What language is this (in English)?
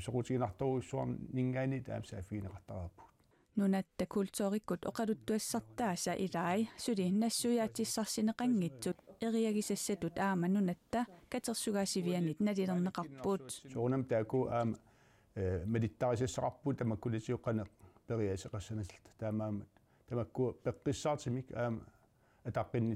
Kalaallisut